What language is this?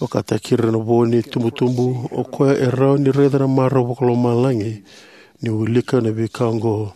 Fijian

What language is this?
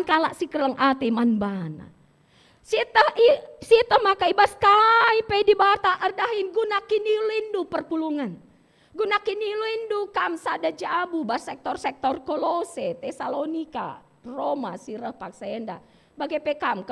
Batak Karo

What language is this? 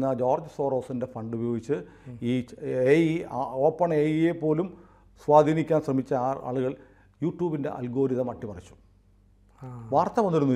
Malayalam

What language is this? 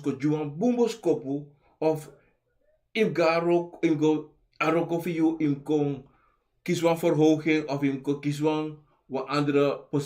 Sranan Tongo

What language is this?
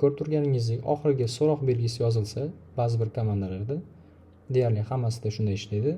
Uzbek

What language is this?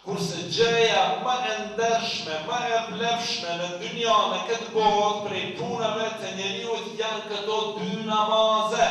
Albanian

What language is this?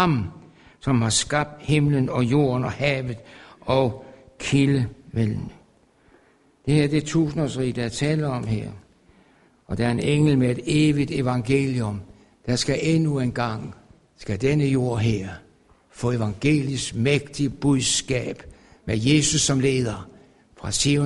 Danish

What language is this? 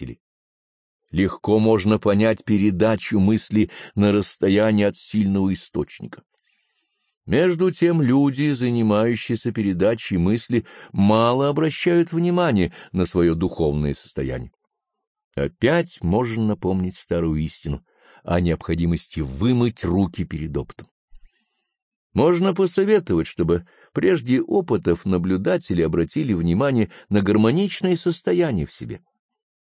Russian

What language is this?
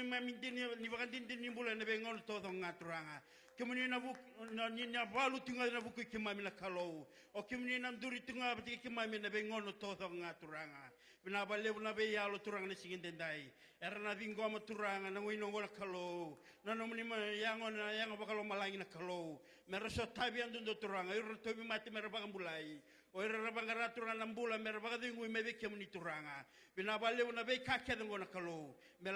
Fijian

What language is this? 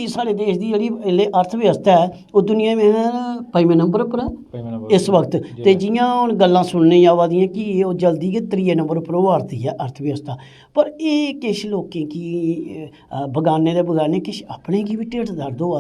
Dogri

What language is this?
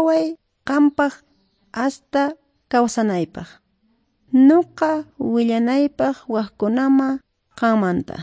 Quechua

